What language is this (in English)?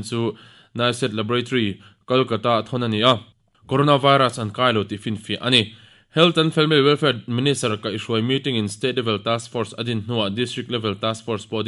Mizo